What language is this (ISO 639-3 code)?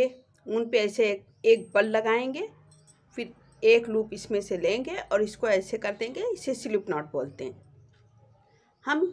hin